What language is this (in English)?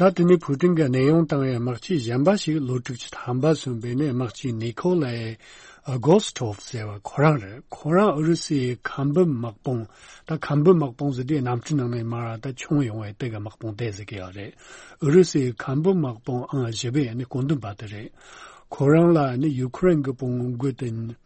Tibetan